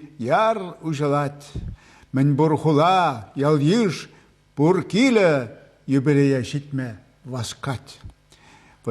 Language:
Chuvash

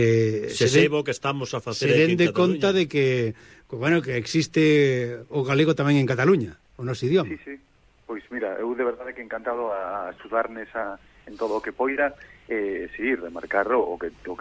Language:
Galician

